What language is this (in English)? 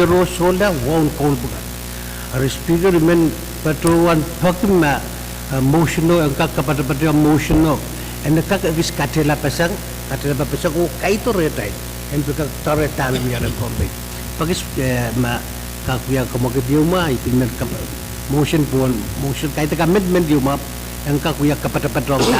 Pohnpeian